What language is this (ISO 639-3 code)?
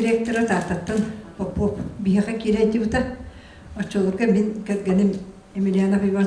sah